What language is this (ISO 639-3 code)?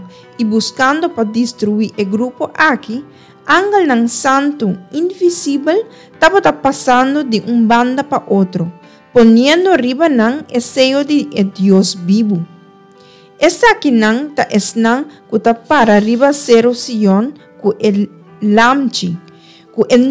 pap